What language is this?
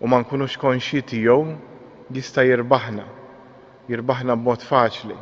Maltese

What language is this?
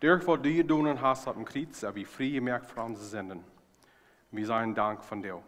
Plautdietsch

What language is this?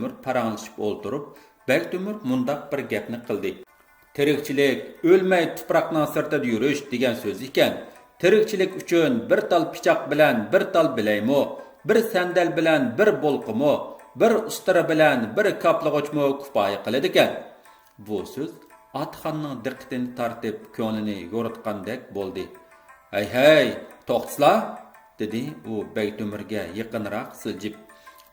Uyghur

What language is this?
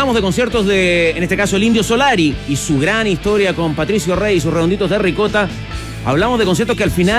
Spanish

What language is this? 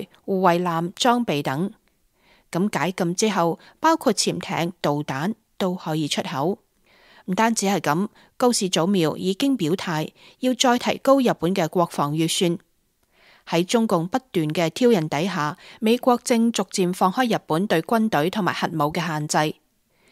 Cantonese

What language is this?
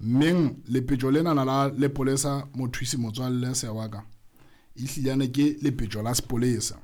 Southern Sotho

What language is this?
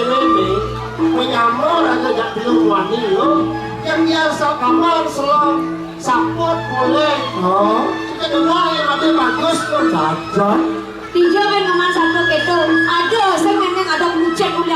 Balinese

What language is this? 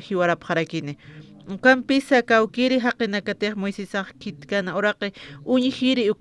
Aymara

